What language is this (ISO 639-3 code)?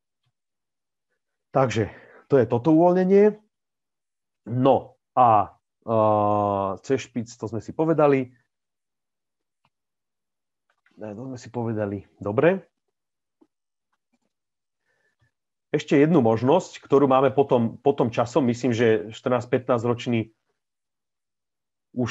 slk